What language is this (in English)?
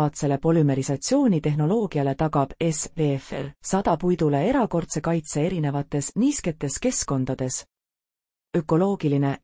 Estonian